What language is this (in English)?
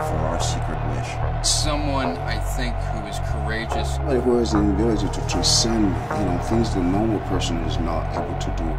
English